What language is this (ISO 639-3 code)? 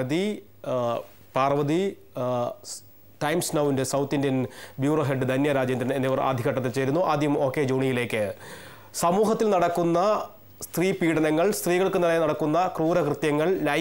mal